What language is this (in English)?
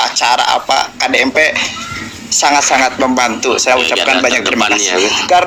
Indonesian